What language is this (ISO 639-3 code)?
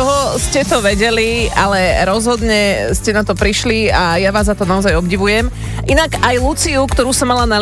slk